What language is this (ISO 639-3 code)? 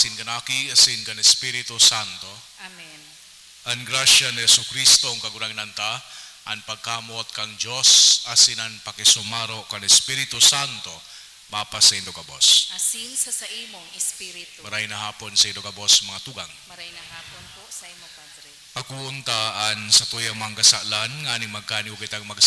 bik